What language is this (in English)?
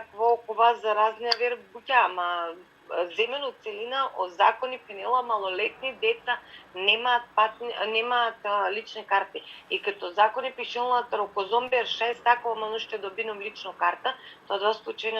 Balkan Romani